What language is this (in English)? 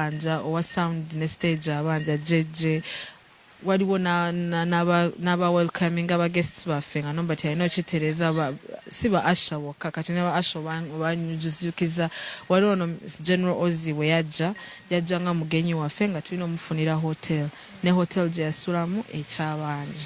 Ganda